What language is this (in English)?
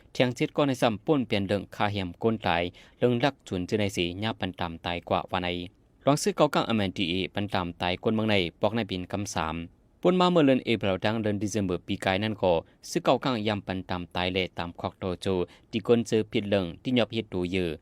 Shan